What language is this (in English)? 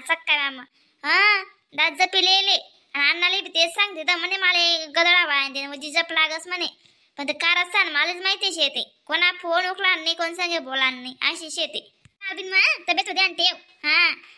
Khandesi